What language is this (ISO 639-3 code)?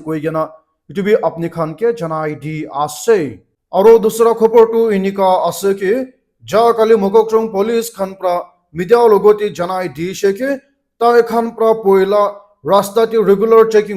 nag